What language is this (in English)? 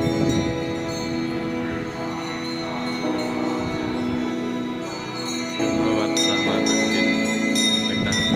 Lao